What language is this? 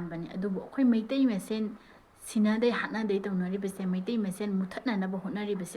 Manipuri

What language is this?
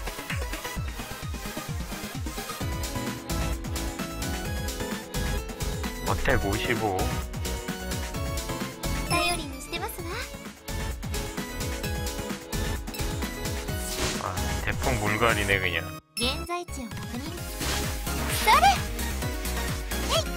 Japanese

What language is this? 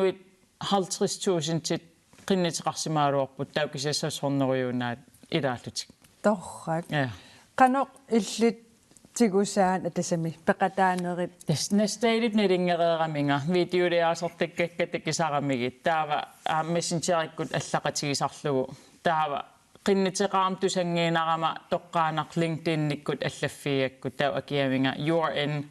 Kalaallisut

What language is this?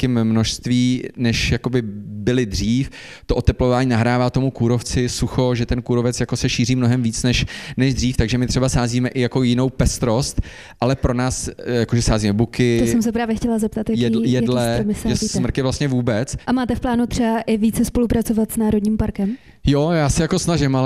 Czech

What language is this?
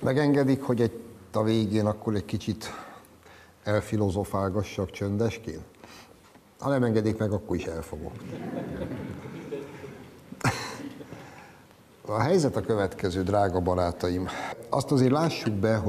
Hungarian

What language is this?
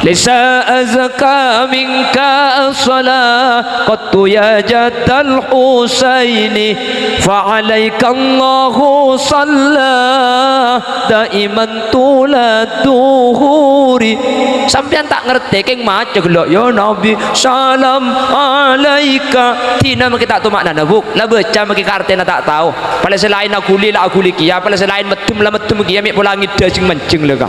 Madurese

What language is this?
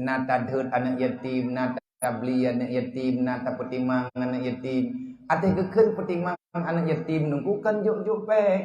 Achinese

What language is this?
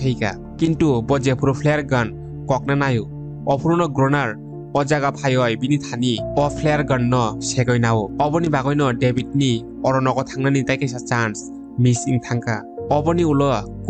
Kok Borok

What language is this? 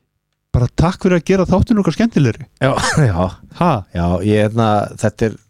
Icelandic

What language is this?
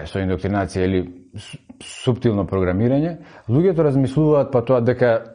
Macedonian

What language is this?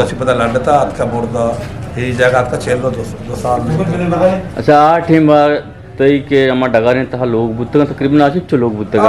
Eastern Balochi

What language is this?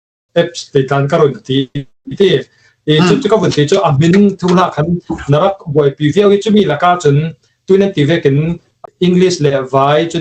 Falam Chin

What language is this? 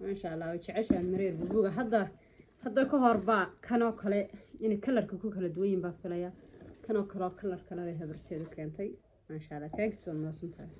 Somali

